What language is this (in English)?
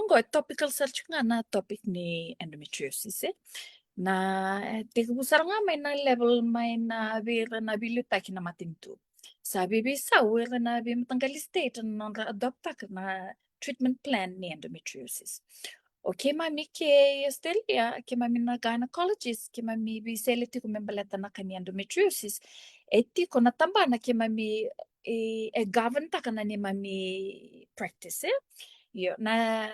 Fijian